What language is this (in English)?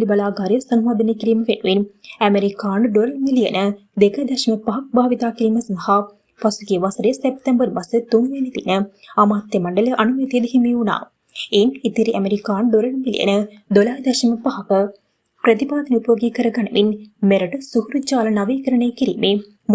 Sinhala